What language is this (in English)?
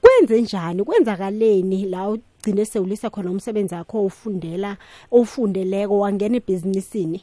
South Ndebele